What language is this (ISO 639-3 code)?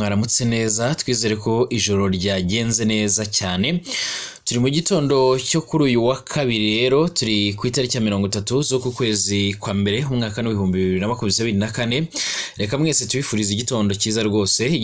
kin